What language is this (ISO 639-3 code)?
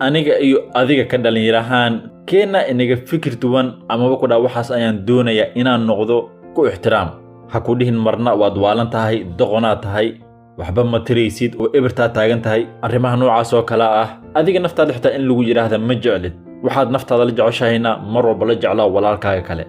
som